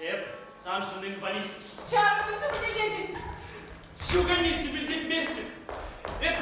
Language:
Chuvash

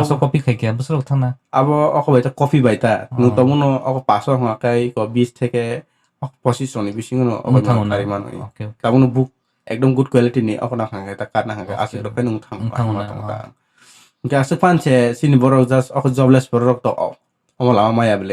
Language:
Kok Borok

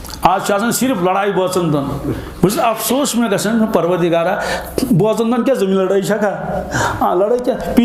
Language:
Kashmiri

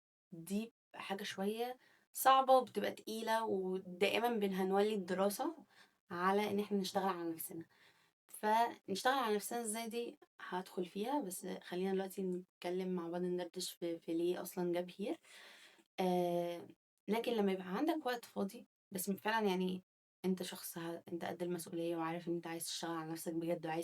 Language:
Egyptian Arabic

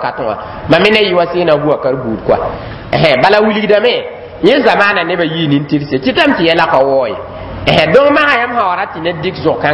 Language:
Mossi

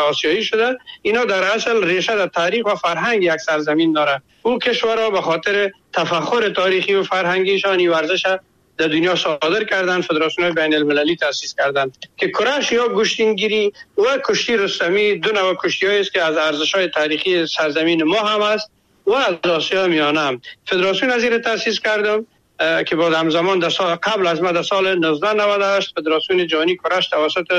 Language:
Persian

